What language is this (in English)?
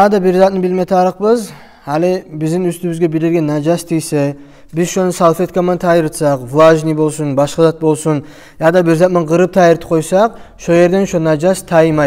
Kumyk